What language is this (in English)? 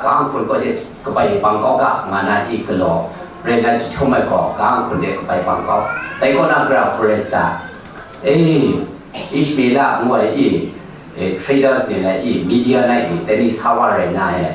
Kachin